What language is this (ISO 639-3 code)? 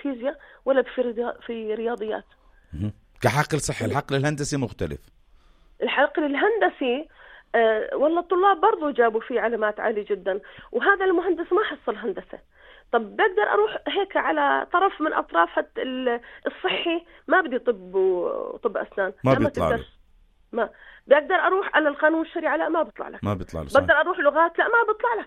apc